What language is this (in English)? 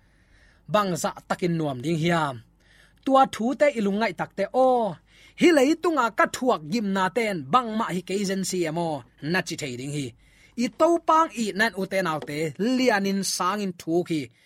Tedim Chin